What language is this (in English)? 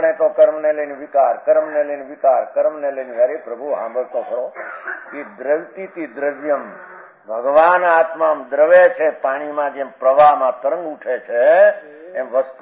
Gujarati